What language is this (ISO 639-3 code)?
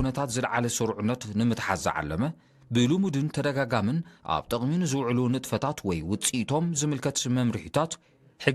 tir